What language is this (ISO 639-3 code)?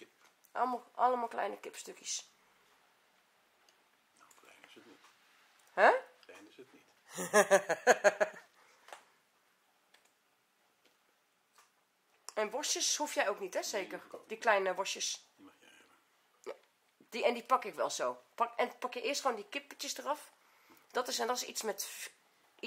nld